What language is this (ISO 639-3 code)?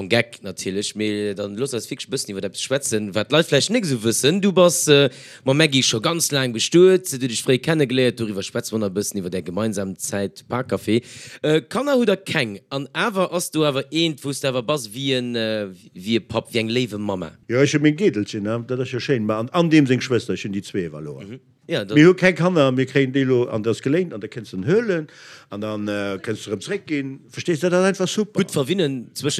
ltz